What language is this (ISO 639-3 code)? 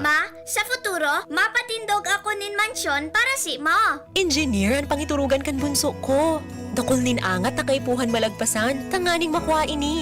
bik